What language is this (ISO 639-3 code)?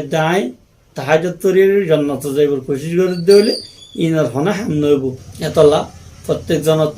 rhg